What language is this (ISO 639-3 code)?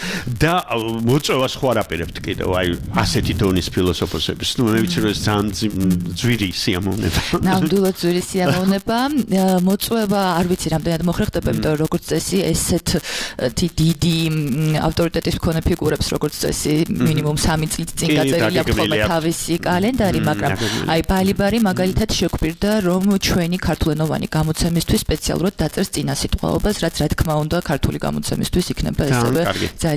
kat